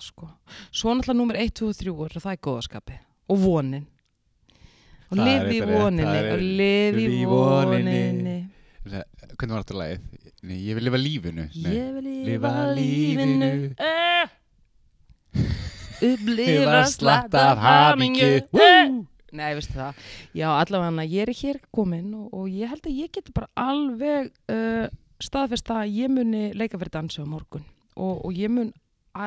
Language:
Icelandic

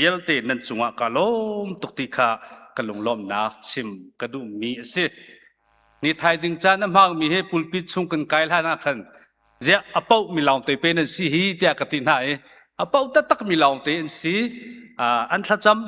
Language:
Hakha Chin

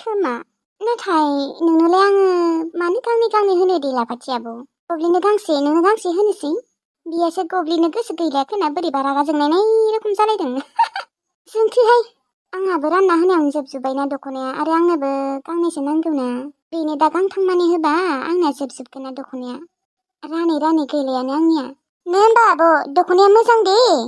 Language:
Bodo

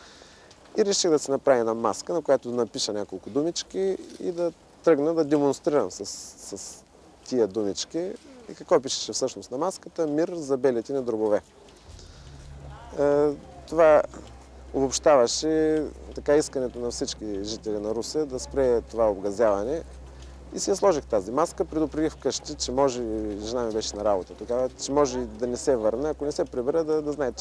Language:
Bulgarian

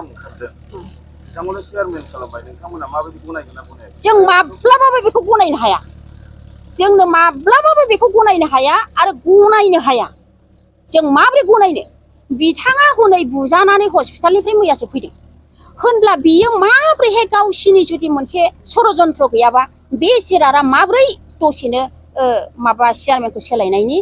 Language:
Bodo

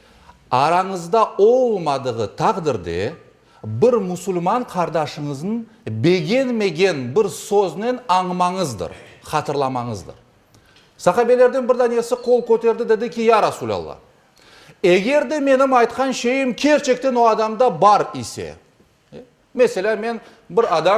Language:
Crimean Tatar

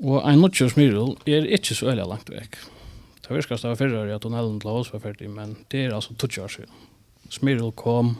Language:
Faroese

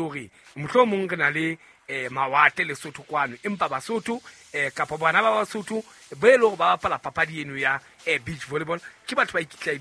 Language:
Southern Sotho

